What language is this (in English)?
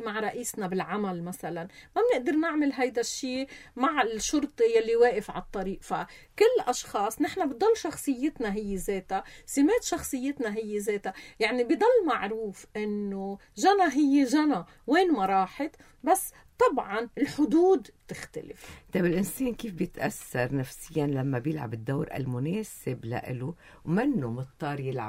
North Levantine Arabic